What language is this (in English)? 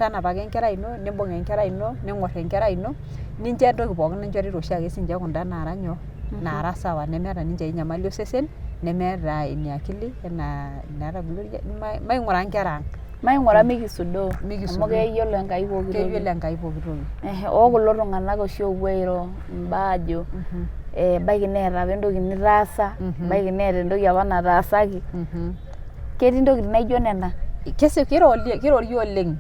Masai